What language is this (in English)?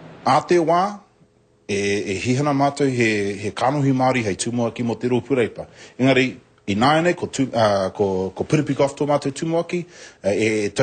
Māori